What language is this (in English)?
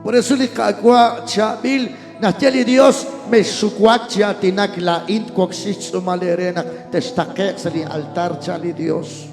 Kekchí